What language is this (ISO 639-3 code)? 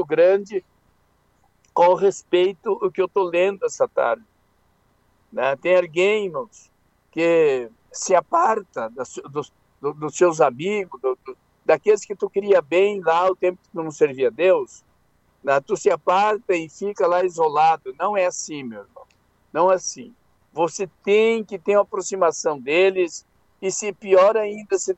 por